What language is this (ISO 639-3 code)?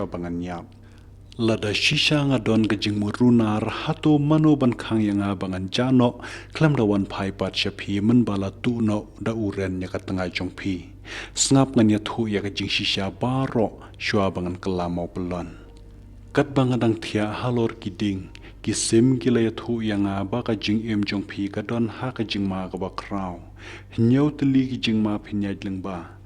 kha